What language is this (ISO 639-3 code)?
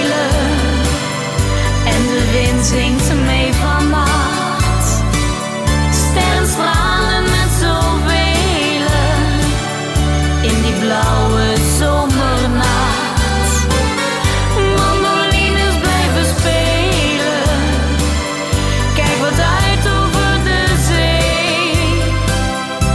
nld